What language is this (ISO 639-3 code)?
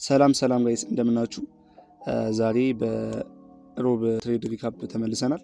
amh